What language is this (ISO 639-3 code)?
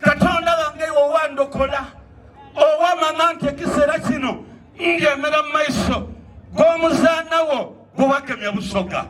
xog